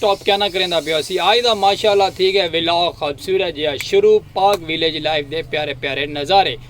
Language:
Saraiki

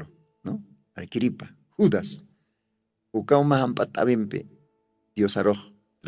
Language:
Aymara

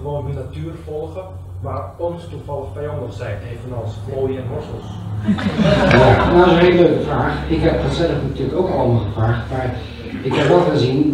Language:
Dutch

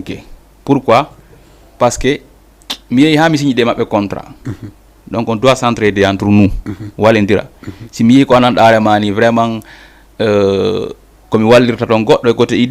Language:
Fula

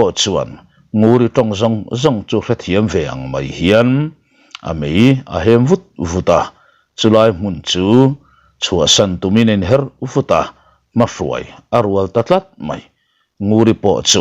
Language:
Mizo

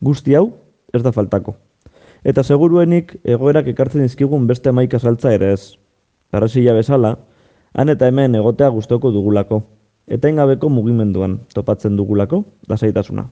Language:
Basque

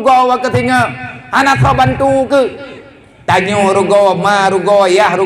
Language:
Achinese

